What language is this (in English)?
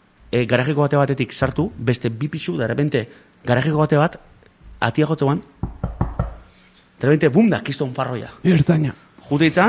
Basque